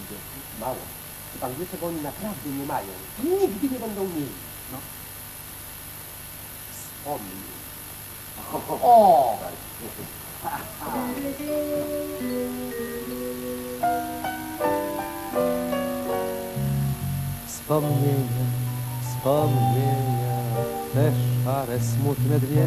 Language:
Polish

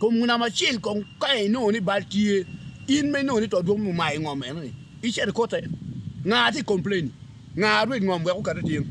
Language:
Acoli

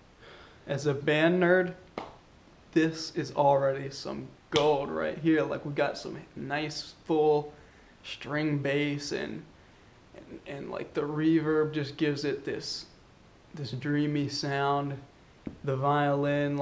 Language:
English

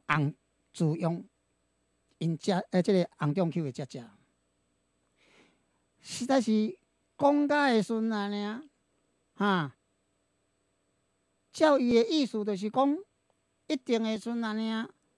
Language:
Min Nan Chinese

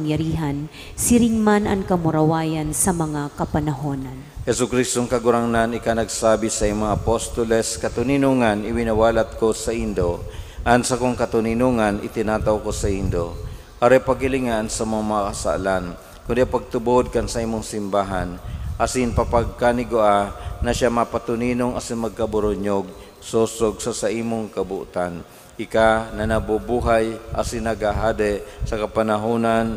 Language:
Bikol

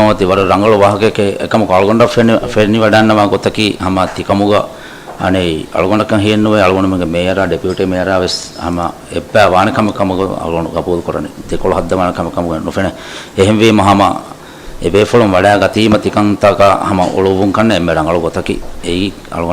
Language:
Divehi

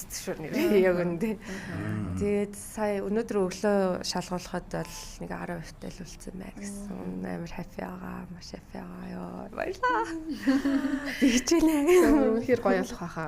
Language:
Mongolian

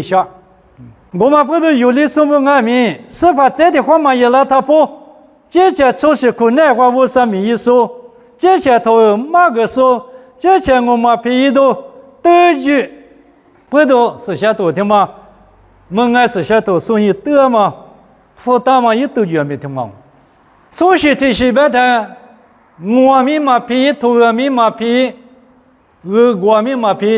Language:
Lisu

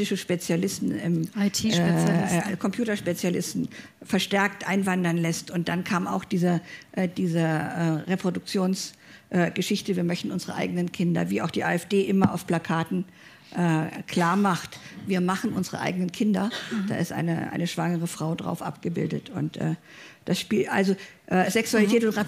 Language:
German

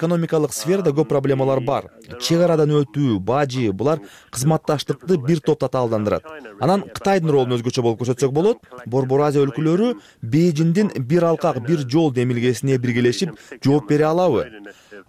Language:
Kyrgyz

